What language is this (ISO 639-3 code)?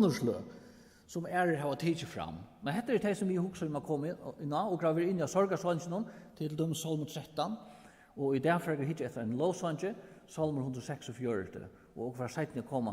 fao